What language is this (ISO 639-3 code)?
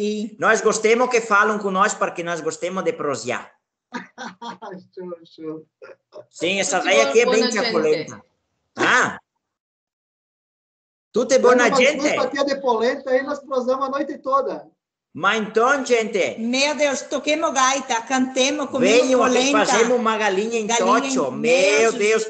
por